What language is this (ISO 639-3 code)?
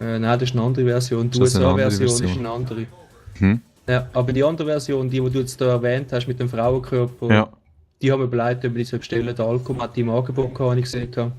gsw